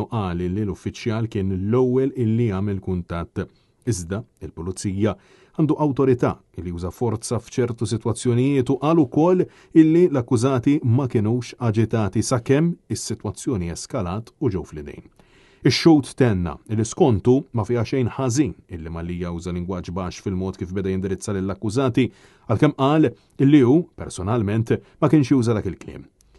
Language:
Maltese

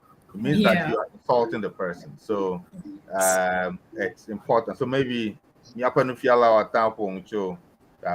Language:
Ewe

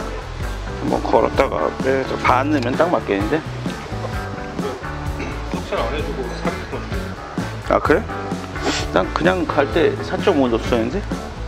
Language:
Korean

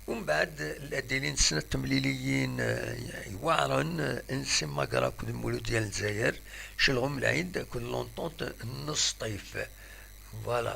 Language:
Kabyle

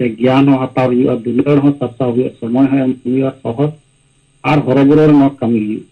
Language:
Santali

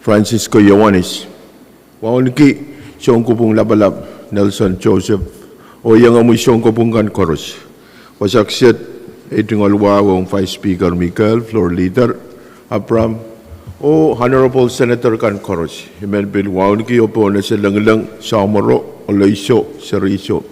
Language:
Pohnpeian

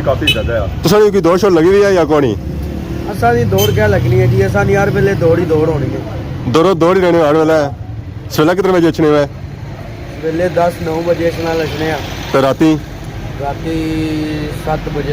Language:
Pahari-Potwari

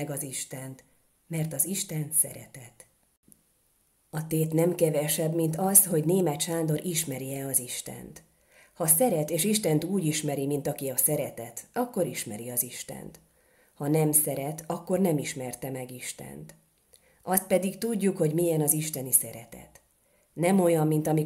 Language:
Hungarian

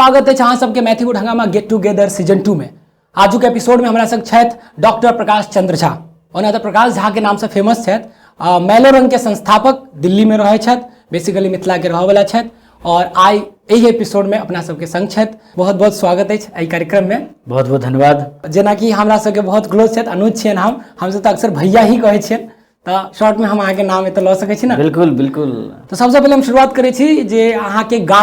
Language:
Maithili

